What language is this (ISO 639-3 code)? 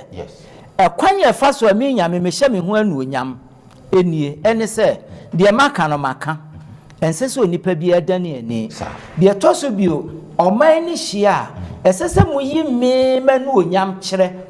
aka